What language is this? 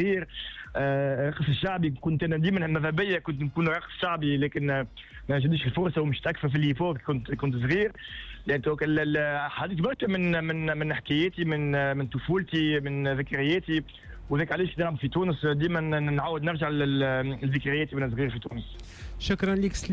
Tunisian Arabic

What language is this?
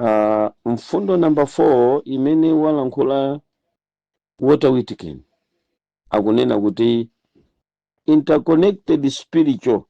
Nyanja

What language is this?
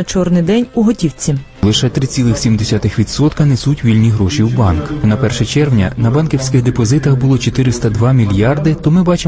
Ukrainian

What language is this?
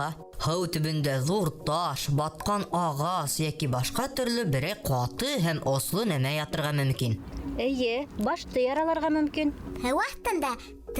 Bashkir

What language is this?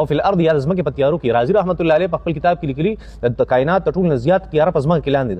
Pashto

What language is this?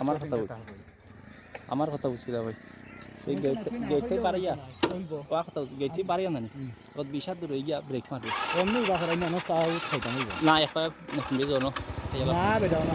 Sylheti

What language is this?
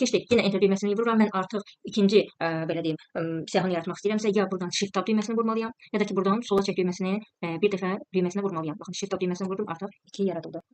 Azerbaijani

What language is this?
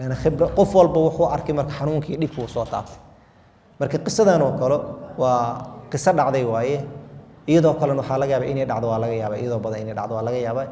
Somali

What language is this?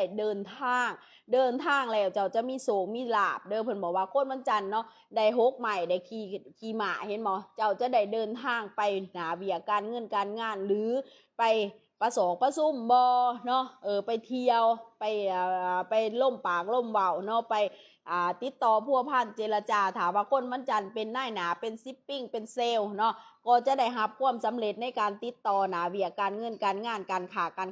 Lao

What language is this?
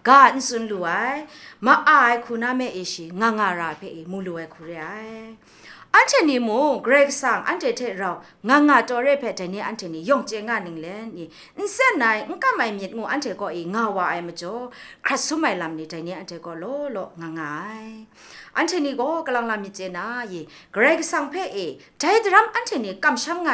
Kachin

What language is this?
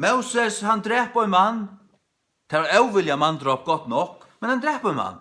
Faroese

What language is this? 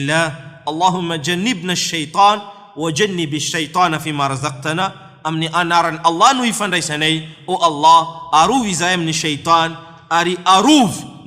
Malagasy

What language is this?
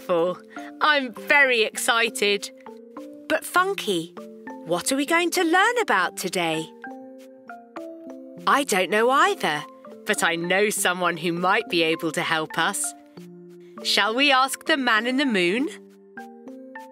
English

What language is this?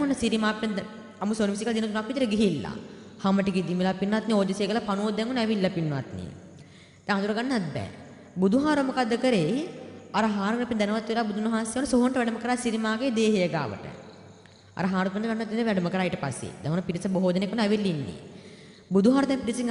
Sinhala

